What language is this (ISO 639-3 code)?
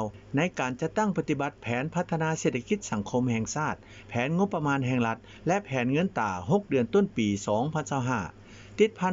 lao